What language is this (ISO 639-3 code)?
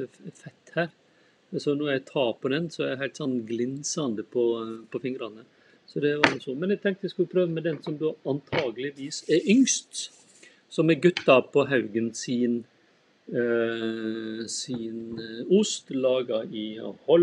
nor